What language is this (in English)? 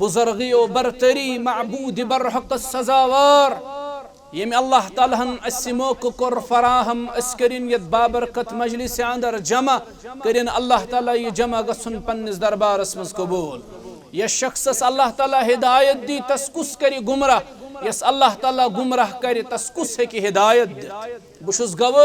Kashmiri